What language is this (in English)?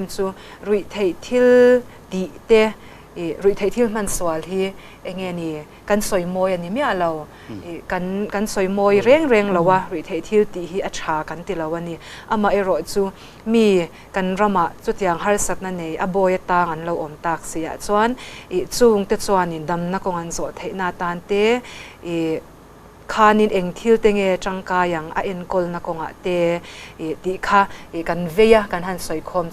Mizo